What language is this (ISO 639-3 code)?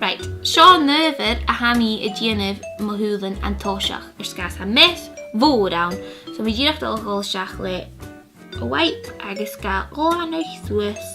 gla